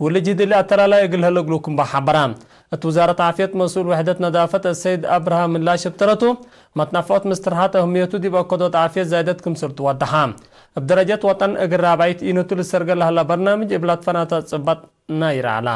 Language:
Tigre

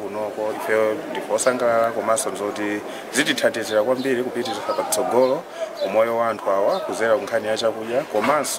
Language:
Nyanja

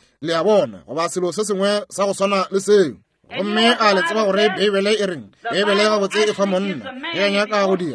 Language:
Northern Sotho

